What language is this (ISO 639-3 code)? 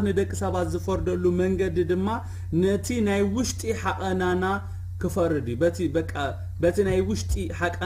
tir